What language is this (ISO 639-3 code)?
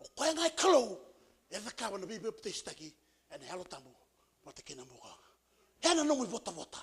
fij